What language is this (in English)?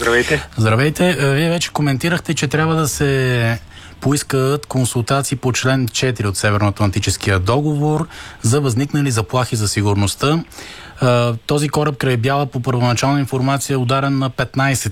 Bulgarian